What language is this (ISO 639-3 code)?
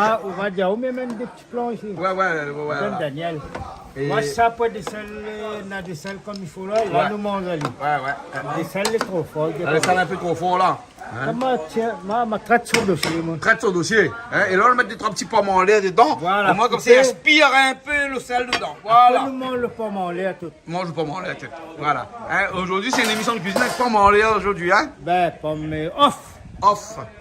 rcf